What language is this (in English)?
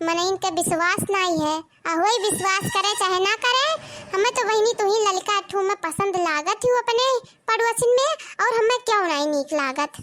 Awadhi